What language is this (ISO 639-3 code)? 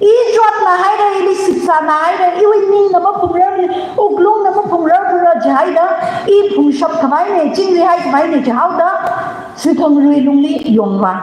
nmf